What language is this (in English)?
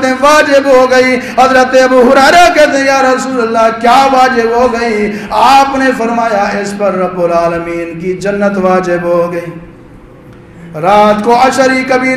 Urdu